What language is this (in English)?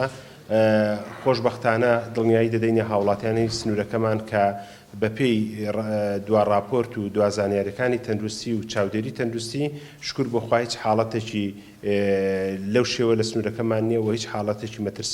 Central Kurdish